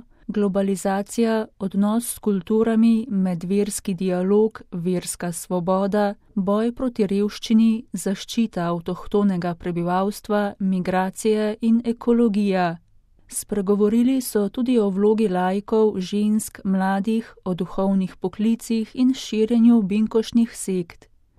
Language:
Slovenian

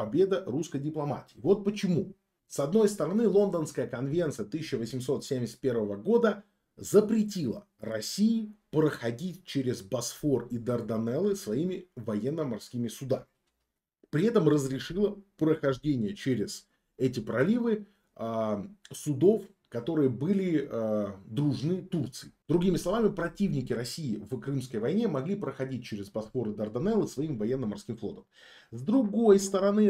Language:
Russian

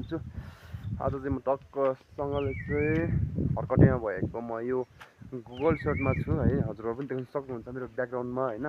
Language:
Nepali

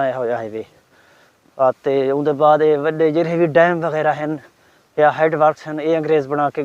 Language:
Saraiki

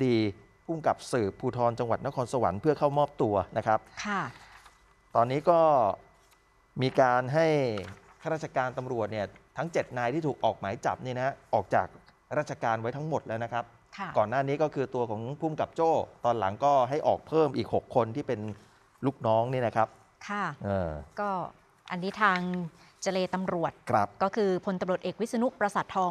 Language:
Thai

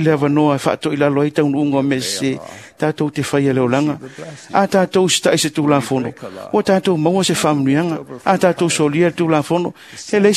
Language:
Samoan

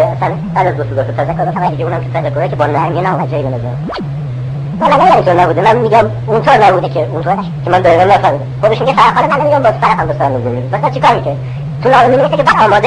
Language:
Persian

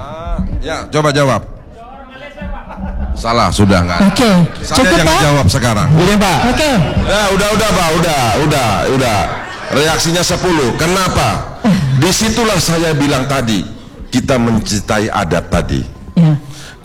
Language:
Indonesian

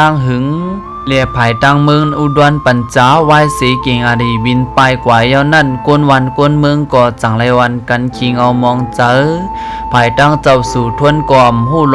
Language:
Shan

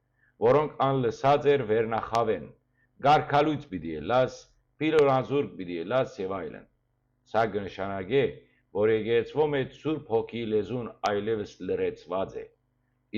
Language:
Western Armenian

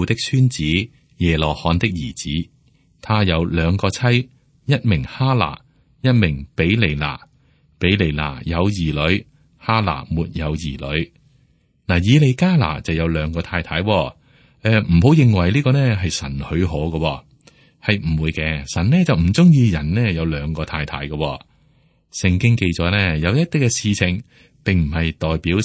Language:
Cantonese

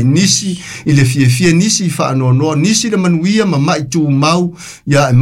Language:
Samoan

